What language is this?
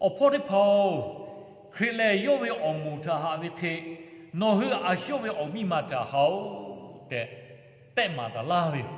Lahu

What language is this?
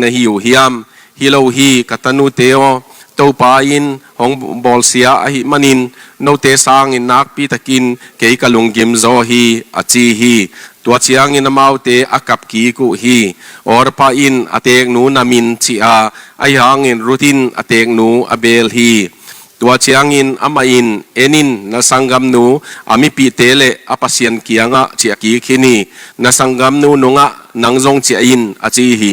Tedim Chin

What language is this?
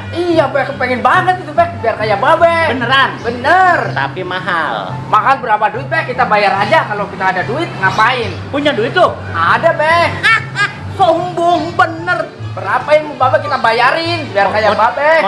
Betawi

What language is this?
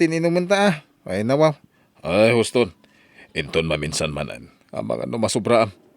Iloko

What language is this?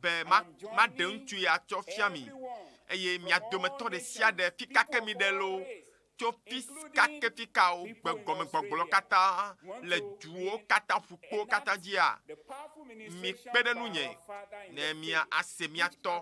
Ewe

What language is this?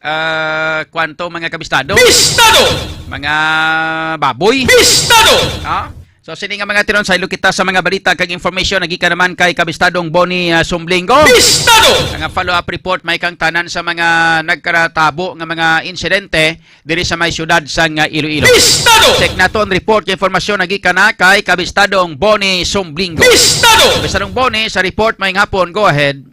Hiligaynon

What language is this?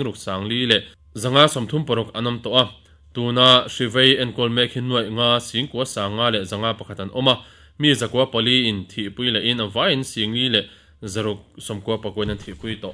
Mizo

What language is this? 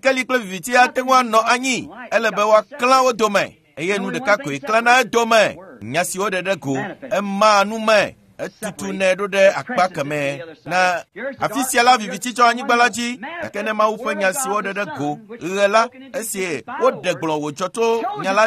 Ewe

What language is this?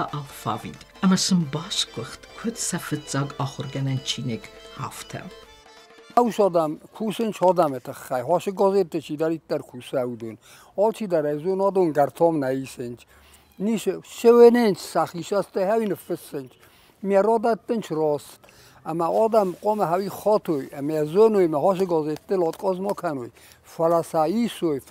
Ossetic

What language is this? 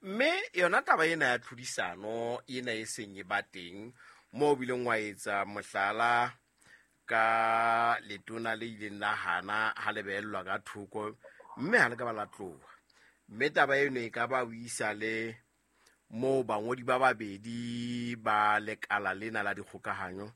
Southern Sotho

